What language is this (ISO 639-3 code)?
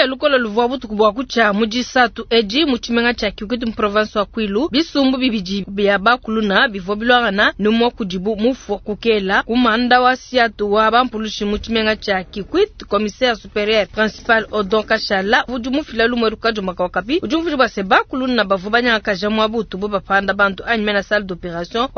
lua